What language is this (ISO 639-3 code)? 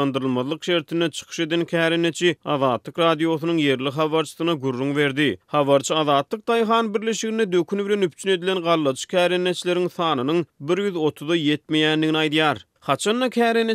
tuk